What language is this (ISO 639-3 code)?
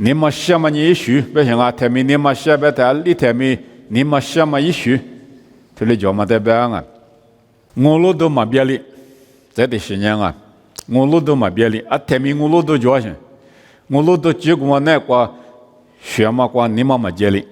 lis